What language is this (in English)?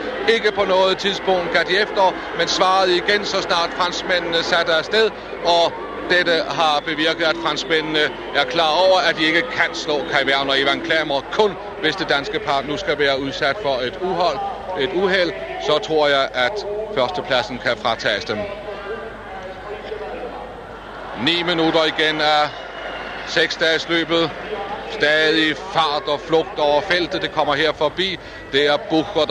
Danish